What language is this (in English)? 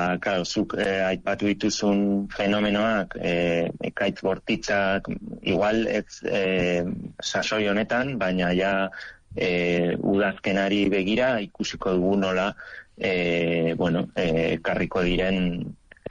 Basque